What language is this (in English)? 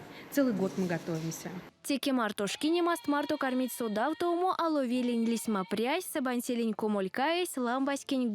Erzya